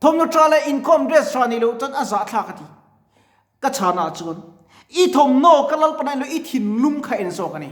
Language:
Mizo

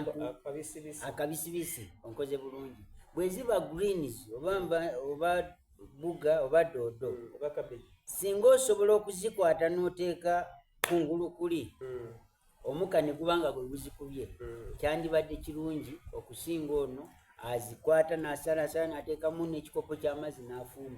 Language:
Soga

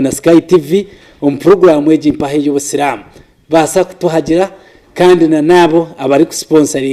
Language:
Nyankole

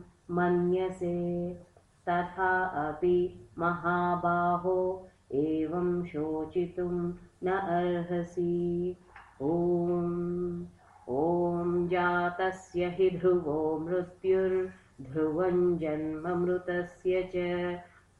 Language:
Sanskrit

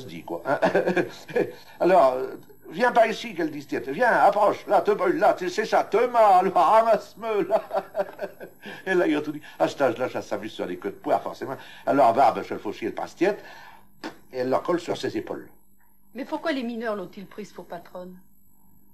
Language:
Picard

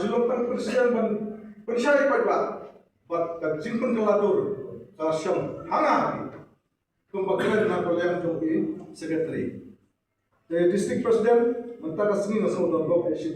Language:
Khasi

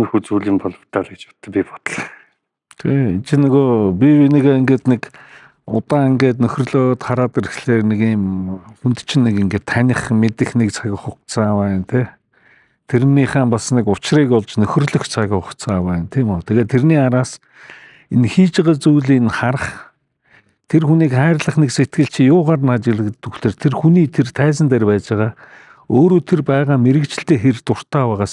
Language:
Mongolian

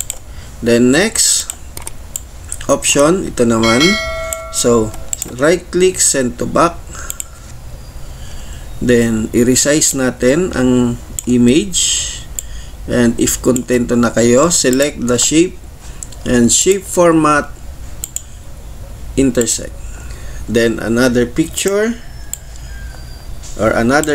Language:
Filipino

